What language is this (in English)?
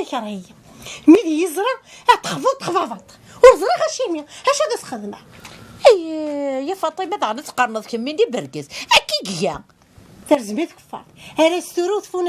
Kabyle